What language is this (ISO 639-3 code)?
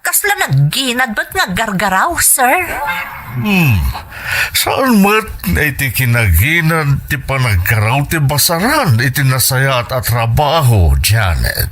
ilo